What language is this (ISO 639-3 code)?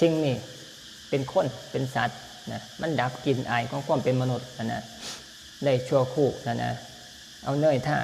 lao